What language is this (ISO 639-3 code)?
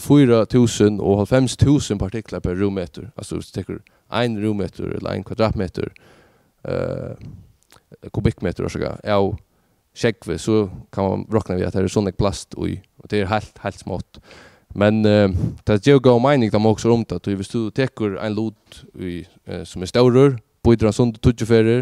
fao